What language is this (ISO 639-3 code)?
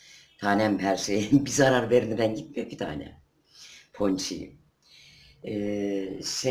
tur